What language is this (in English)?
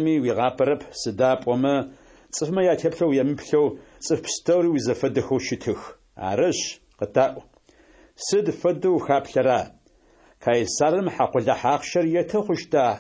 Adyghe